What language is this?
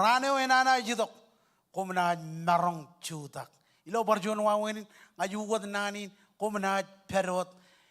Marshallese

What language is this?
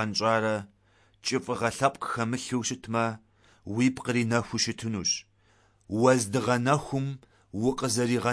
Kabardian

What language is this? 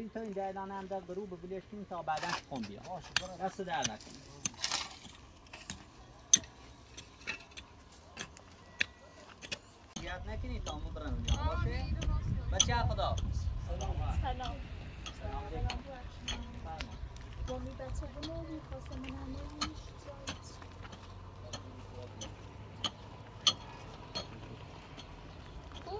Persian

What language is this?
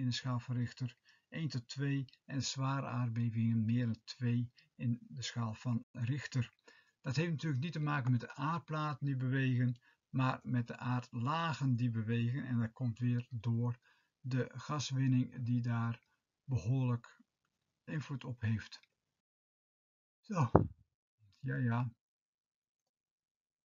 Dutch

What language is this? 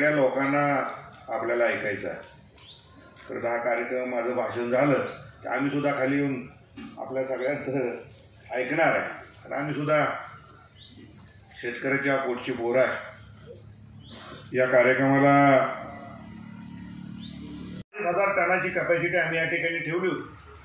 Marathi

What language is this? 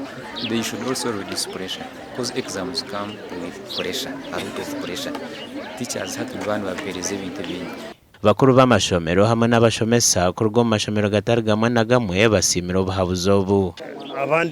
Nyankole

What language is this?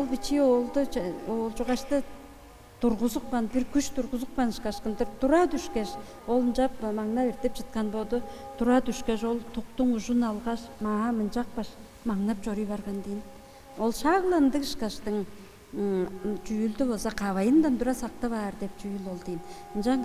Tuvinian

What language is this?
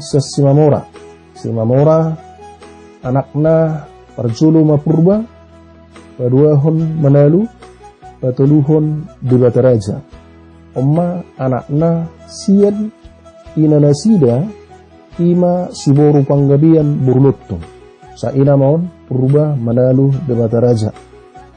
Batak Toba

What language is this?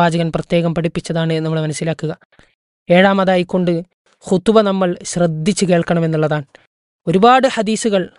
Malayalam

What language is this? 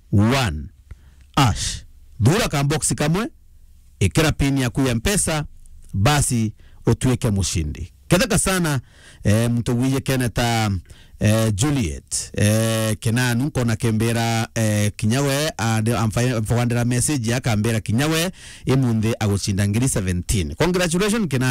Meru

